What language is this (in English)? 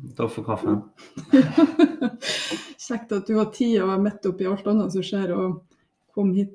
Norwegian